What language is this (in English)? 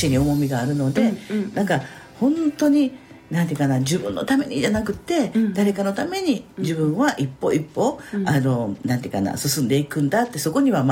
Japanese